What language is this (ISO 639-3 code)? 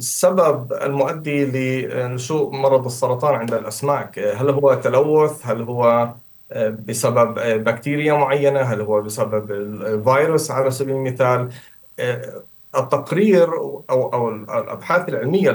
ara